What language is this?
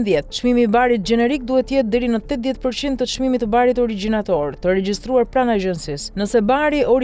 Albanian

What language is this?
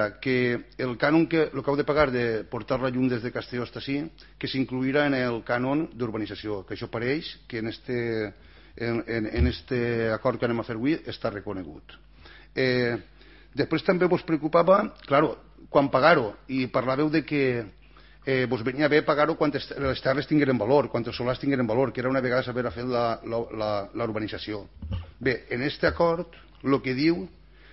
Catalan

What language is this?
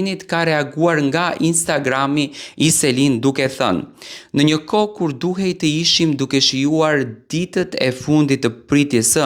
Albanian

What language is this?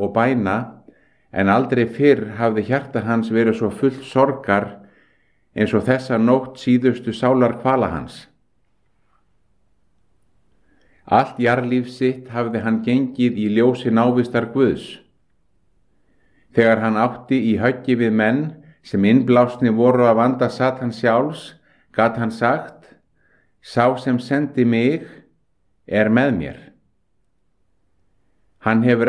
Icelandic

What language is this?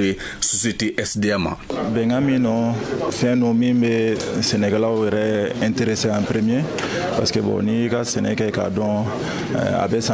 Bambara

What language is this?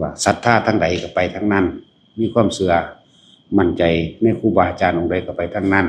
Northeastern Thai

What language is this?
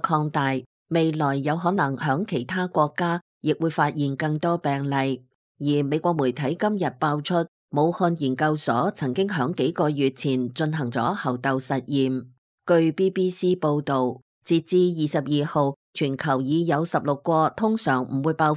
Cantonese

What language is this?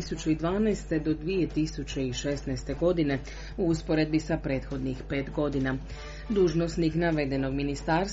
Croatian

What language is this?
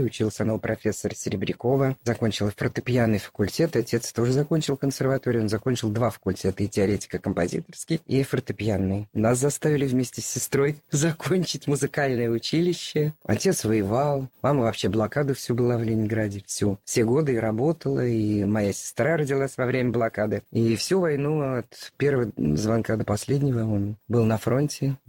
Russian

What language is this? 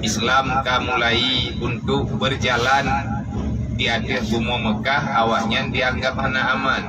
Achinese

